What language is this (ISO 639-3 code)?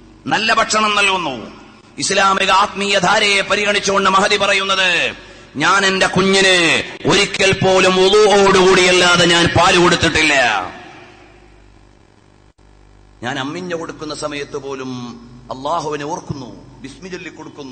mal